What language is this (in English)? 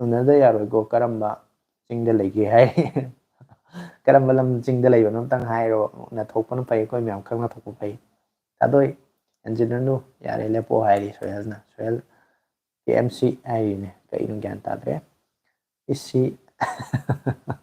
Manipuri